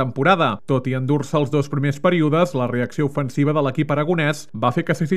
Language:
Catalan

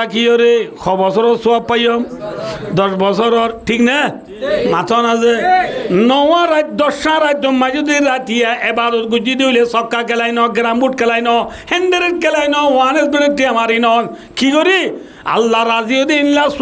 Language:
Rohingya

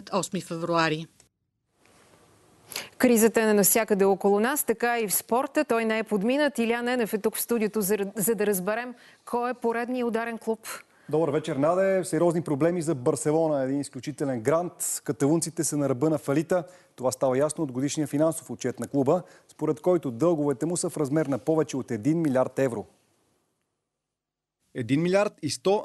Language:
Bulgarian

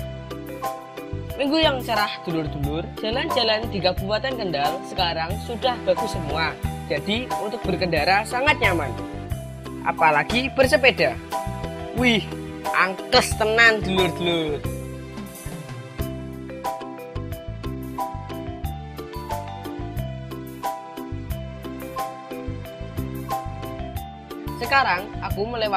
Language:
Indonesian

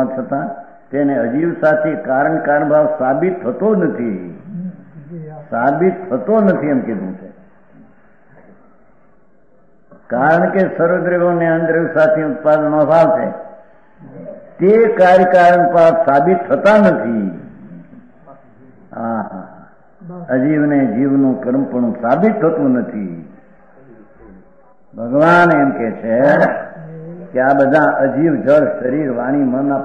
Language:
Gujarati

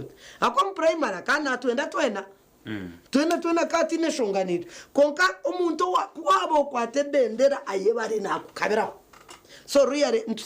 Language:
Nyankole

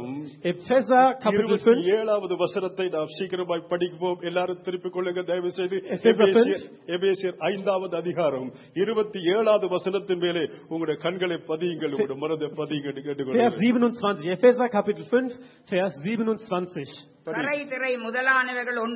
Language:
Tamil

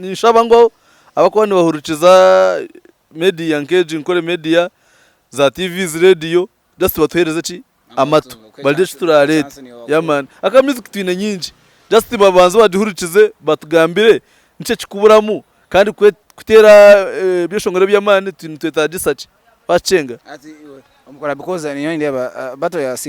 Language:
Nyankole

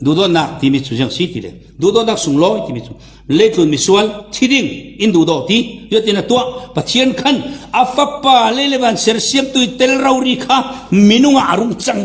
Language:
Falam Chin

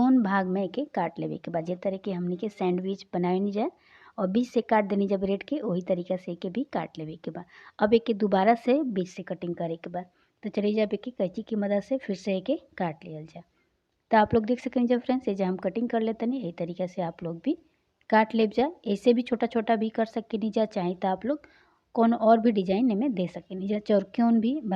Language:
Bhojpuri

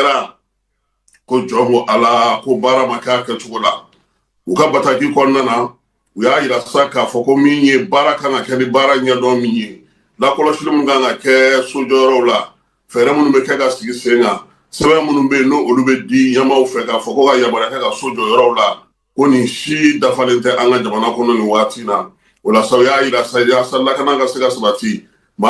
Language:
Bambara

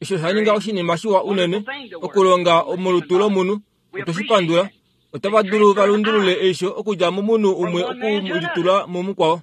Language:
Kuanyama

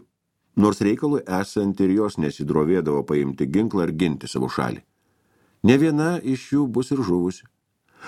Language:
Lithuanian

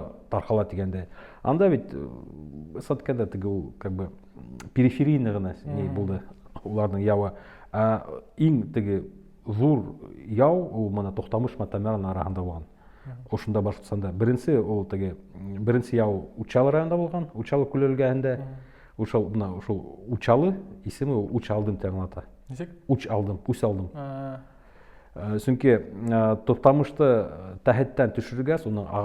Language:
Bashkir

